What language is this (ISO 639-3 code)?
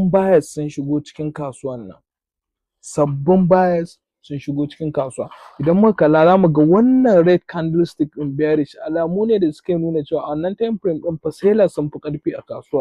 hau